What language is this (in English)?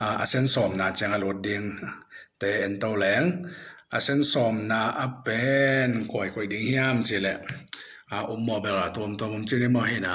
Tedim Chin